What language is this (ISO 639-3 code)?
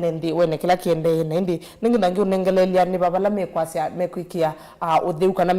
kam